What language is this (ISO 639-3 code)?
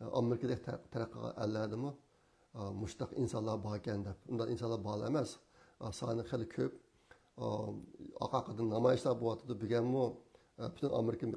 uig